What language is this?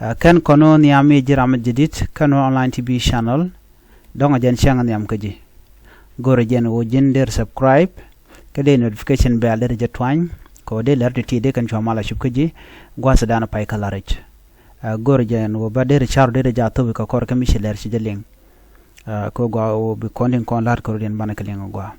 Nuer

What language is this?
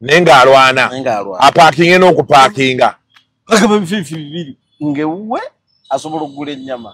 Ganda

